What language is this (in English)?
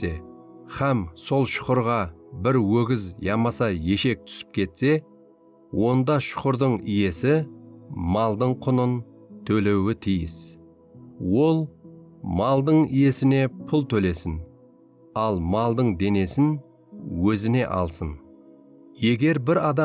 Kara-Kalpak